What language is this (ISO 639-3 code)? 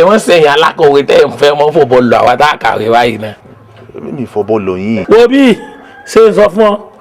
yor